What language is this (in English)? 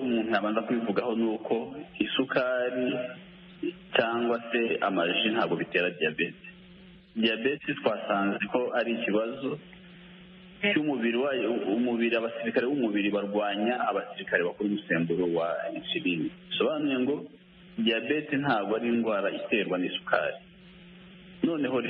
Kinyarwanda